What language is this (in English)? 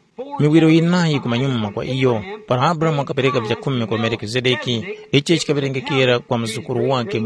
Tumbuka